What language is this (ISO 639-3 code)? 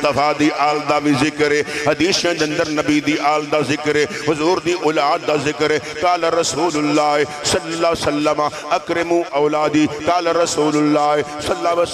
lah